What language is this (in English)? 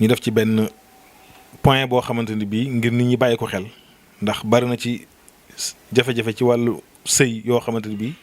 Wolof